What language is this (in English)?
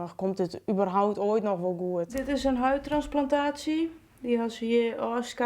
Western Frisian